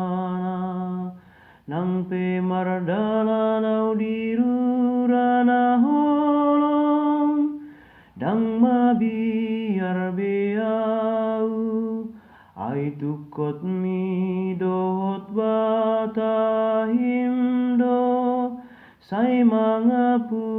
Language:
Batak Toba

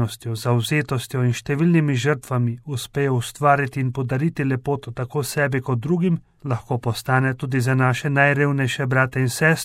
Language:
Slovenian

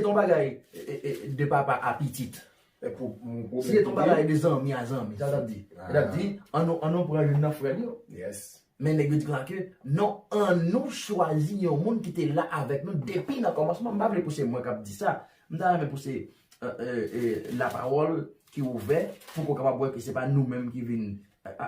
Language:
Haitian Creole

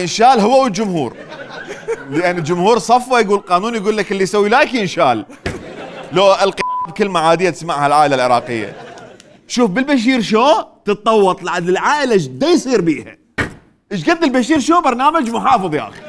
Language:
Mesopotamian Arabic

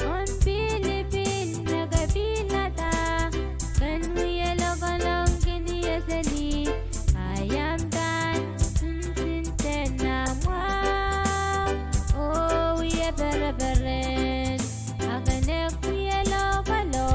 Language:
Pohnpeian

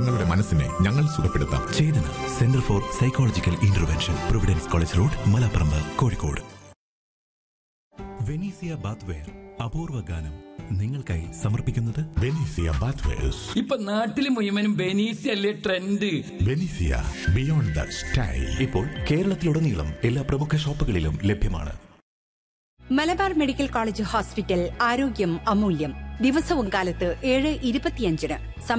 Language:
Malayalam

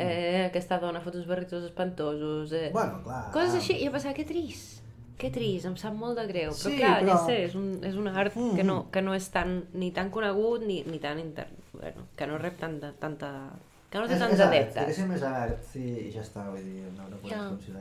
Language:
Catalan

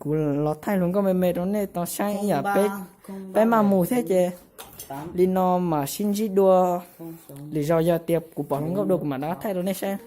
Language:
Hmong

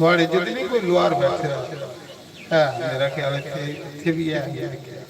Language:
Dogri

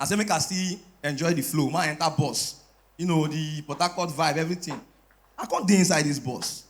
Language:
Nigerian Pidgin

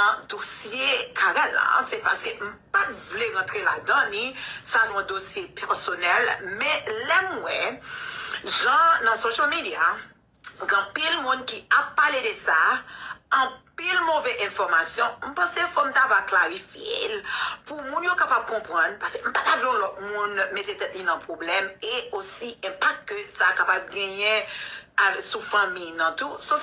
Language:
Haitian Creole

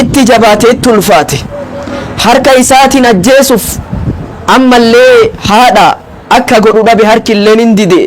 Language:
Oromo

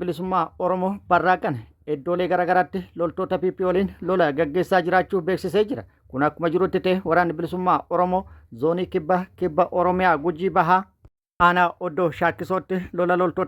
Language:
Oromo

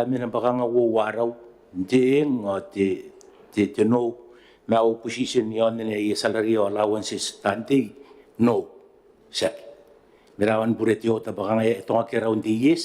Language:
Gilbertese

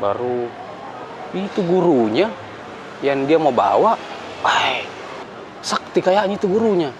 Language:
Makassar Malay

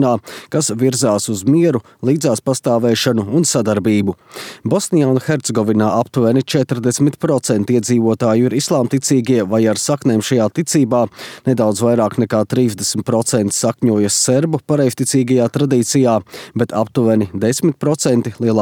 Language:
Latvian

